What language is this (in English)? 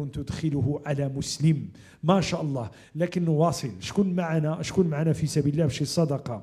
Moroccan Arabic